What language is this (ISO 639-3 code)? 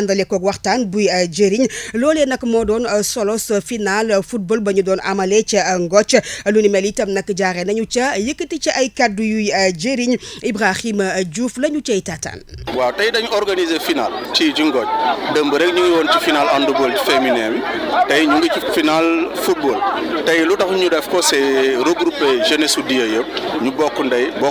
wol